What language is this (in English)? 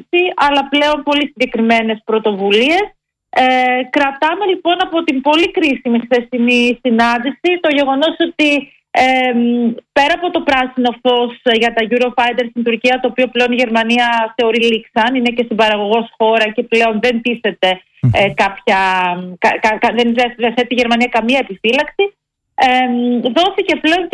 Greek